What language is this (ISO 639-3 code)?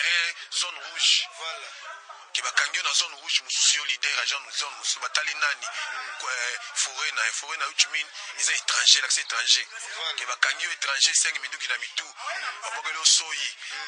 lin